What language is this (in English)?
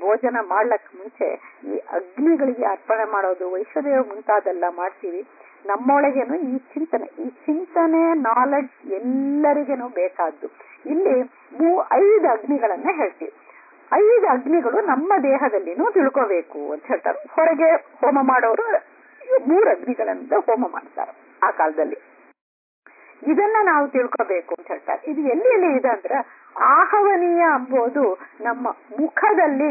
Kannada